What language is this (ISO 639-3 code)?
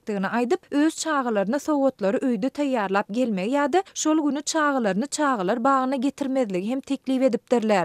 tuk